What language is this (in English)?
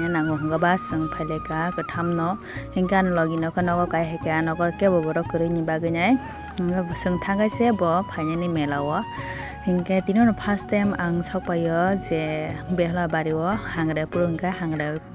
Kok Borok